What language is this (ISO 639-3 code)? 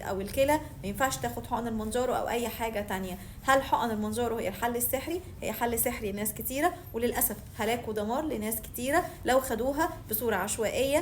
arz